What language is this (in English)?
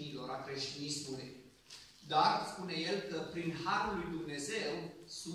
Romanian